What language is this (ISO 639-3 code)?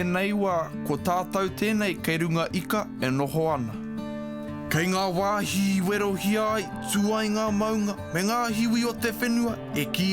mri